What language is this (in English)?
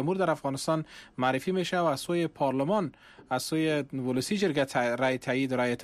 Persian